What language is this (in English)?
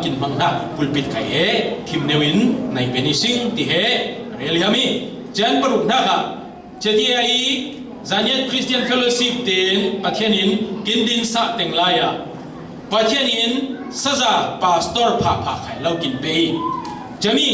Falam Chin